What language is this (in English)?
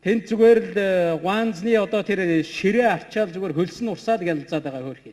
Mongolian